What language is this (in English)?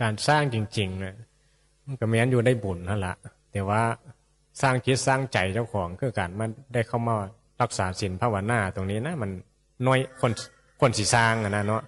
Northeastern Thai